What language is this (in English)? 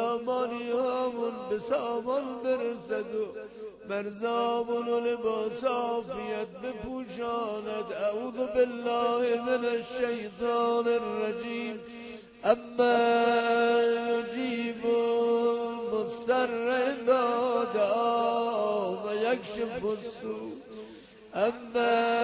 Persian